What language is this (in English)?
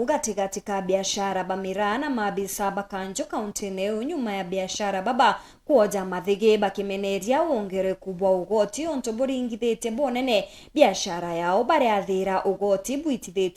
Meru